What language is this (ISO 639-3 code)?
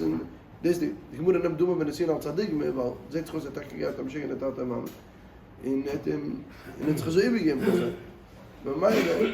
yid